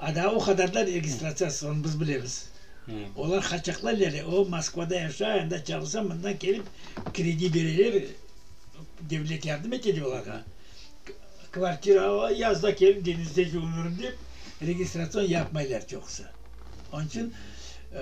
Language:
Crimean Tatar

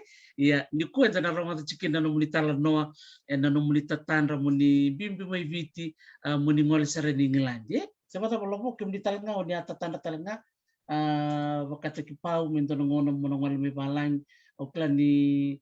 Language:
Fijian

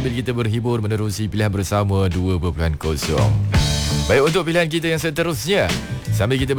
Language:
Malay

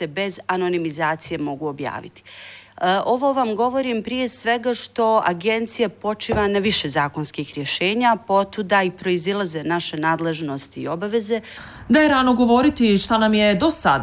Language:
Bosnian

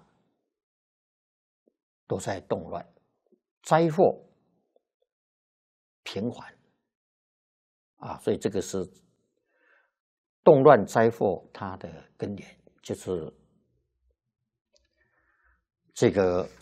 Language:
Chinese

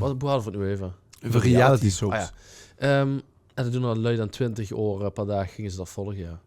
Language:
Limburgish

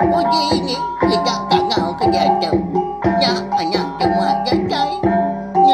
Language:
Iban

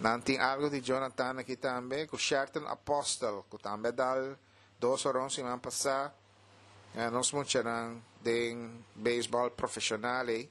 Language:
Papiamento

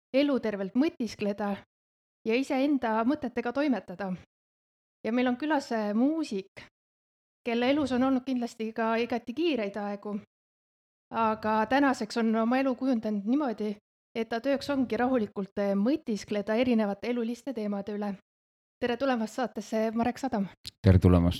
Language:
Estonian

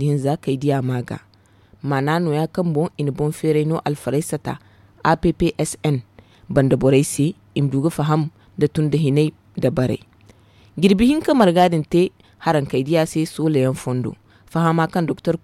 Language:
Zarma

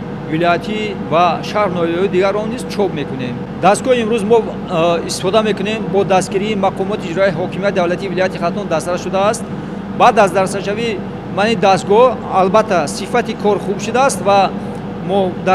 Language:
Tajik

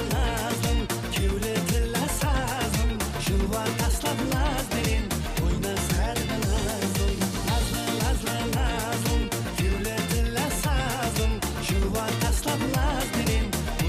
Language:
Kara-Kalpak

